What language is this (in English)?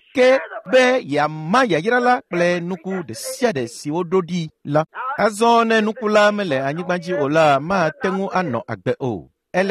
Ewe